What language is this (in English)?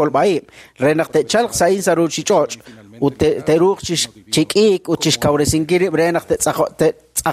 Kekchí